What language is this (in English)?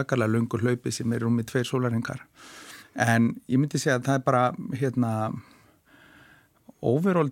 Icelandic